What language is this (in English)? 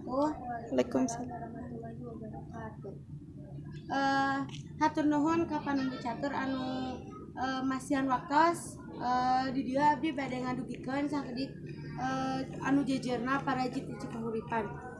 Sundanese